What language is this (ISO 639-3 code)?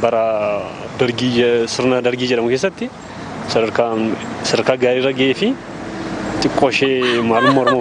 orm